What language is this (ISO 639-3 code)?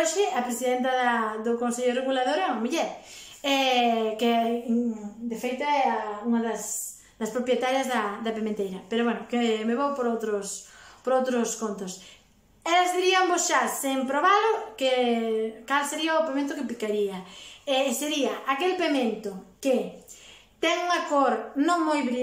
glg